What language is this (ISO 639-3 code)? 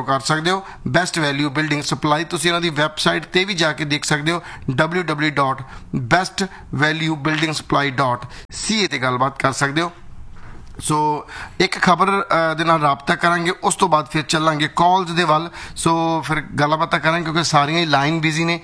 pan